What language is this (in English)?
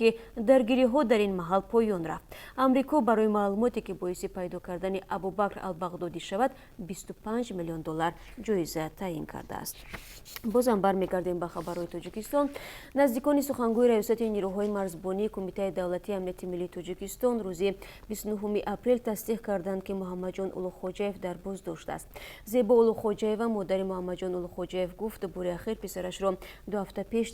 Tajik